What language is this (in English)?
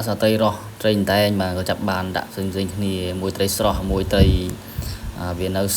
Khmer